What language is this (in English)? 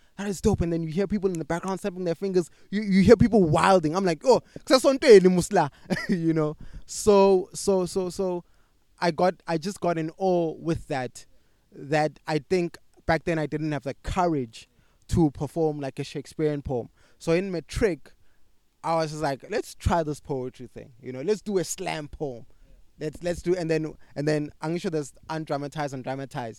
English